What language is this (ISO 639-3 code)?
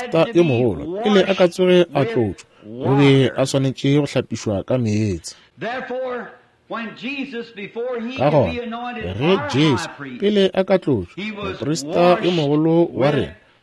nso